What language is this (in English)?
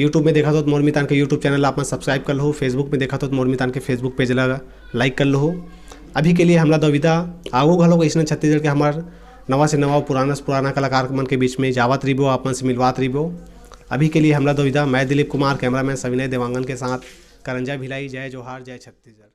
Chhattisgarhi